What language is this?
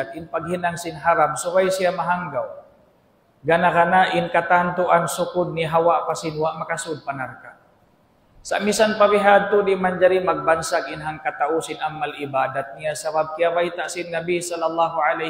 Tausug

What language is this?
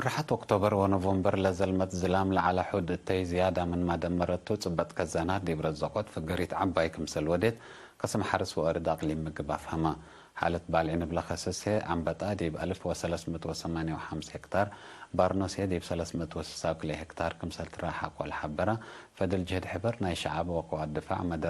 Tigre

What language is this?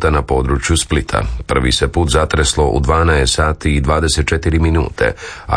Croatian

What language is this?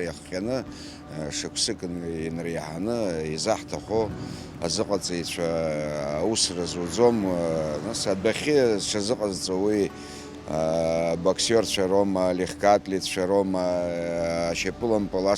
Abkhazian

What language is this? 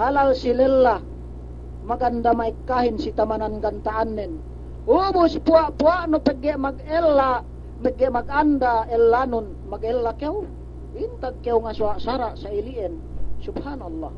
Yakan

